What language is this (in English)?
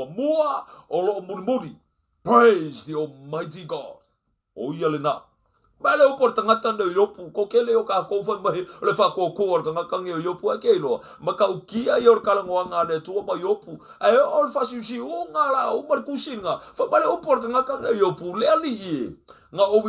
Samoan